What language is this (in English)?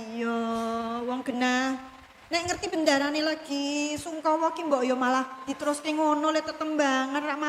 Javanese